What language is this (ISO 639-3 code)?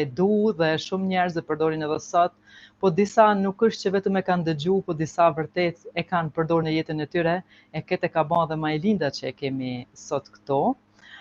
sqi